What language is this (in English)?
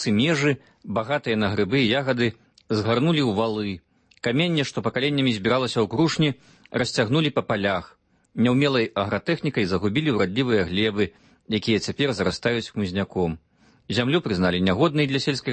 Belarusian